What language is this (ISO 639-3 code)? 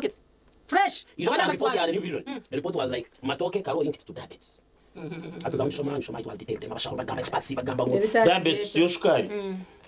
nyn